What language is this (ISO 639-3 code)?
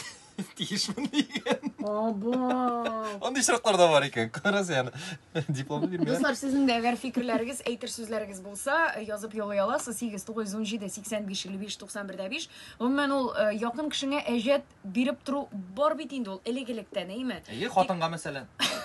tat